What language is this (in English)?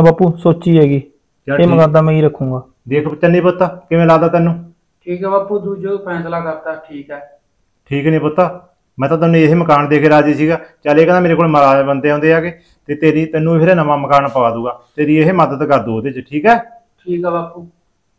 Punjabi